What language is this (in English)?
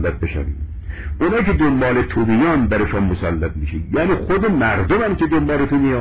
Persian